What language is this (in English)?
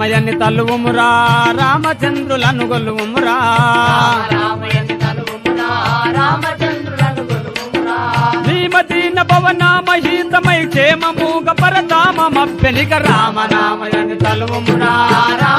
Telugu